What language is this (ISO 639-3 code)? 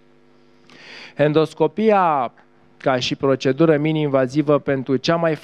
ron